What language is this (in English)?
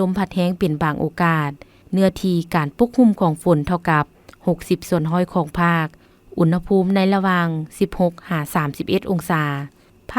Lao